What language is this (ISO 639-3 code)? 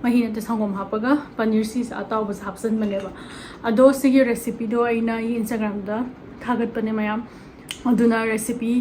mni